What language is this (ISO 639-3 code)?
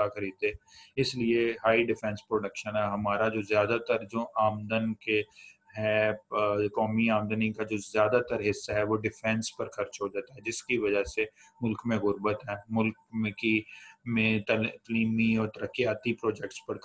urd